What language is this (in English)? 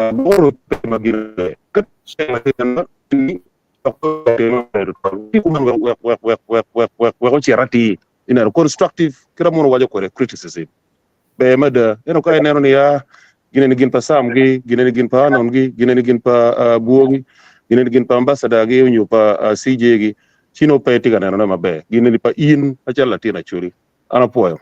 Acoli